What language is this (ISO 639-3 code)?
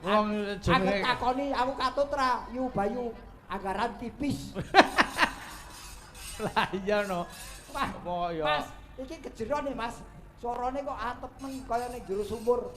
jav